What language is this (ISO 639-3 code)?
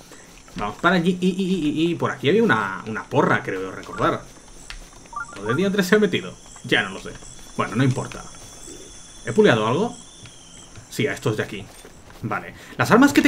spa